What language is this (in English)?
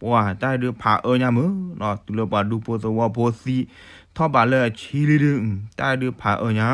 S'gaw Karen